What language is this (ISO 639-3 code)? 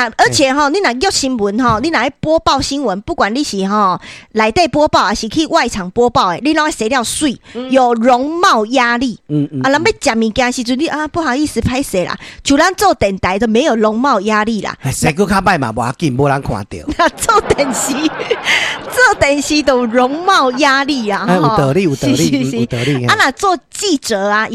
nan